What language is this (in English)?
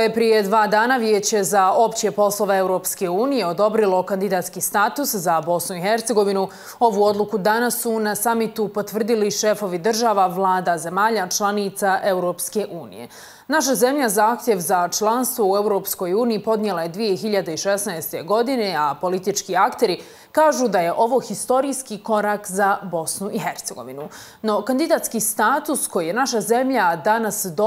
Bosnian